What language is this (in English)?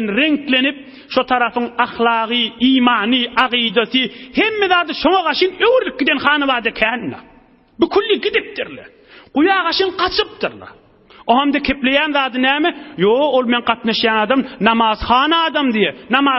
Turkmen